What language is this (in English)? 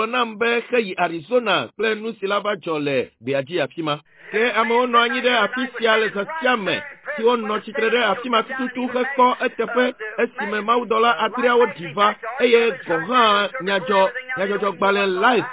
Ewe